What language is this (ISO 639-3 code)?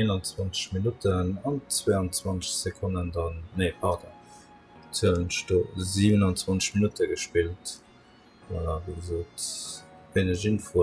ltz